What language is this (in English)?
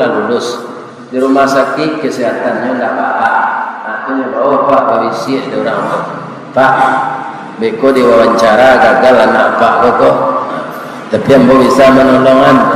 Minangkabau